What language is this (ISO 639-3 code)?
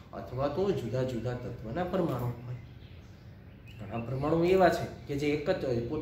guj